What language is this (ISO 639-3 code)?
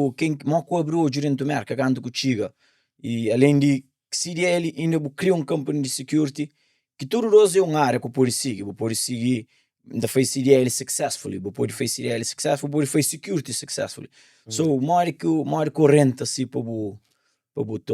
kea